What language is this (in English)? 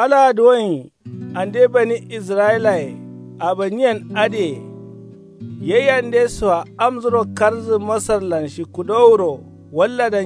Kanuri